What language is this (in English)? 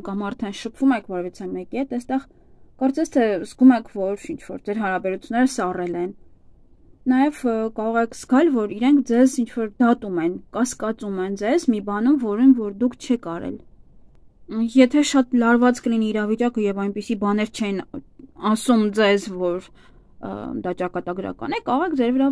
Armenian